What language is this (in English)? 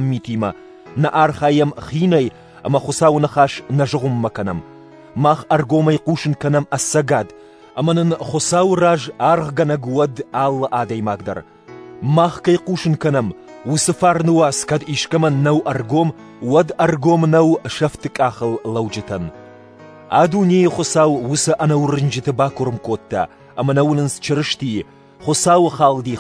Ossetic